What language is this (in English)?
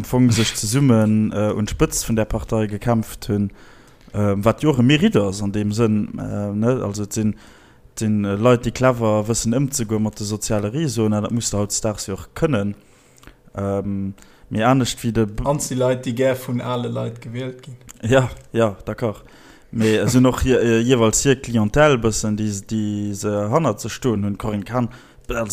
Luxembourgish